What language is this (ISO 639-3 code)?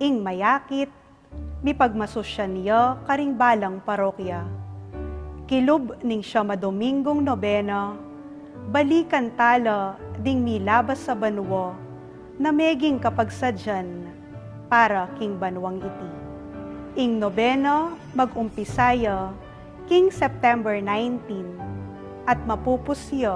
pam